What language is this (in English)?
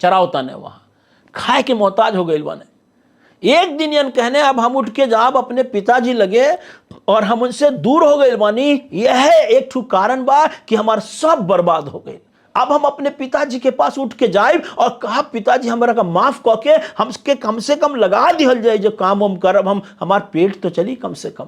Bhojpuri